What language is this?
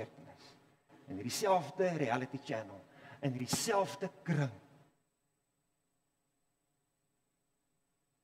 Afrikaans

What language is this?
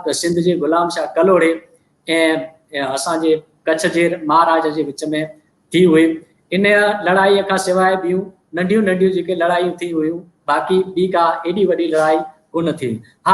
Sindhi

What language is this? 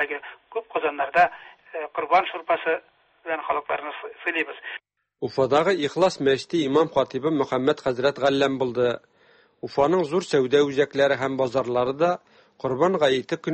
Tatar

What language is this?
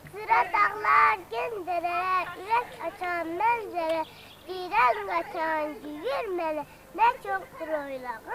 Azerbaijani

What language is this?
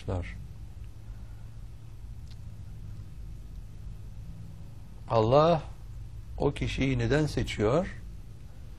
Turkish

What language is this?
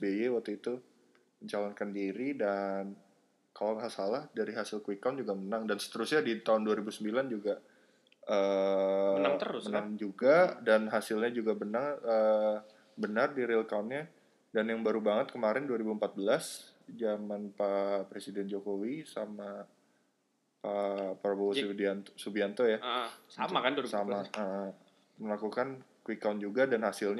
Indonesian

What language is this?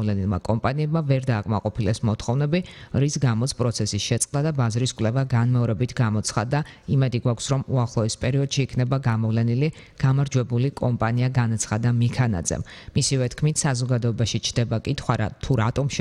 Georgian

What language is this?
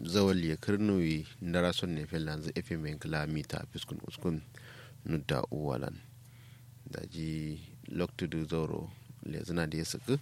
Kanuri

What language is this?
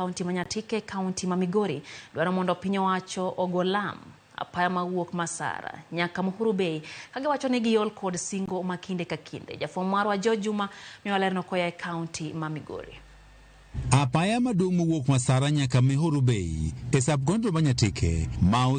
Luo (Kenya and Tanzania)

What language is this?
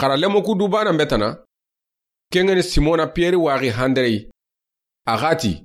Soninke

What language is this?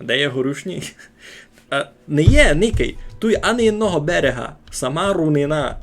Rusyn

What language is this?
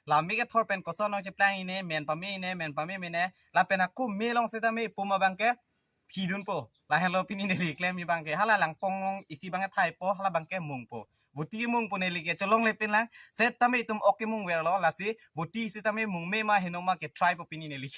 Karbi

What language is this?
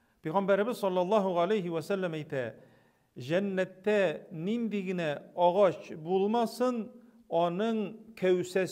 Tatar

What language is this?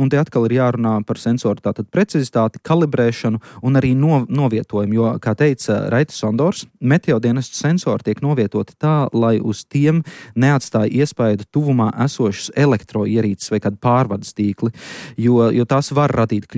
Latvian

